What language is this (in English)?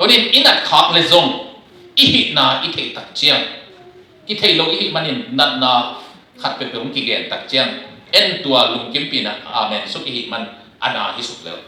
Tedim Chin